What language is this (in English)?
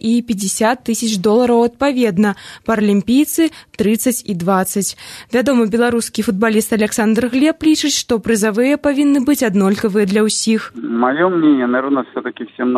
Belarusian